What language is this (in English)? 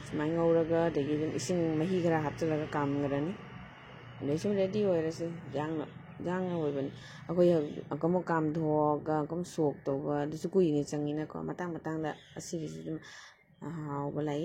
Manipuri